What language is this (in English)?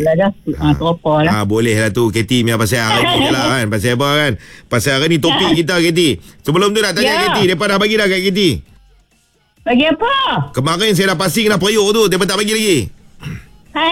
Malay